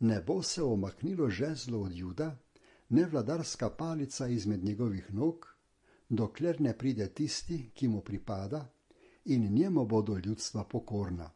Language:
Slovenian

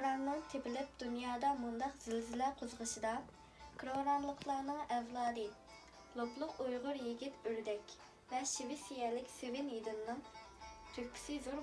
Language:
Uyghur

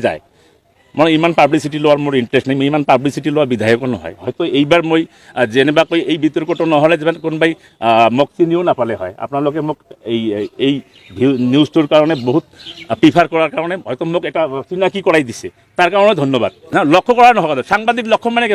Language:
Assamese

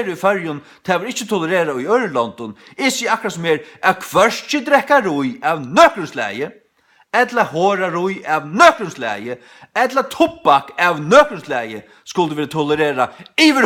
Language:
Faroese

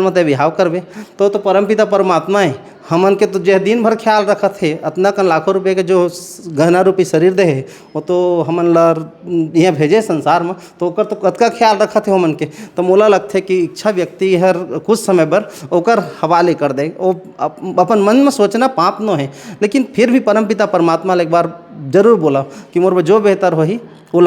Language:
Chhattisgarhi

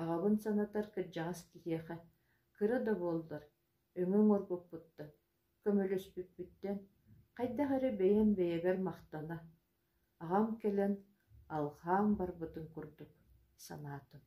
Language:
Yakut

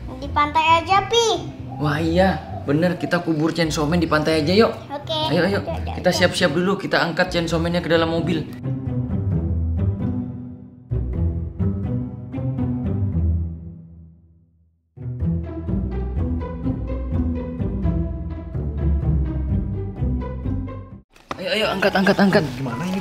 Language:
Indonesian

